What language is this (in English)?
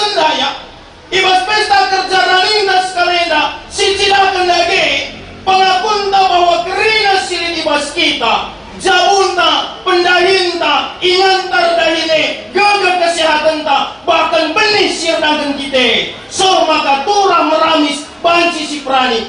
Batak Karo